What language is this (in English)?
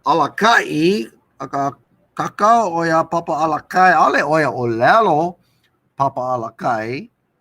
Hawaiian